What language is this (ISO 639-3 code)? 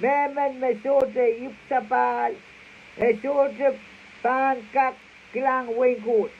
pon